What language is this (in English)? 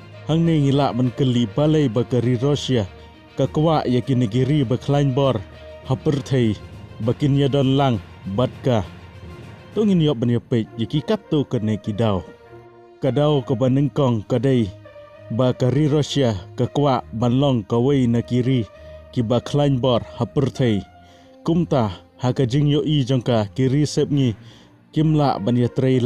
Khasi